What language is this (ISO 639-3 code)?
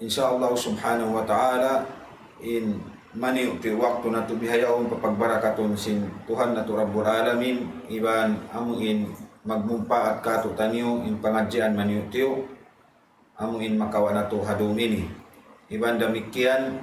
tsg